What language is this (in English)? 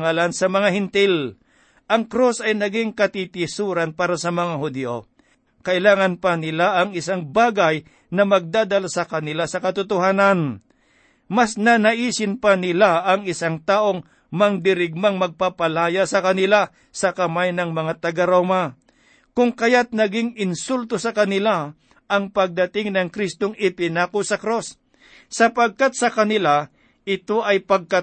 Filipino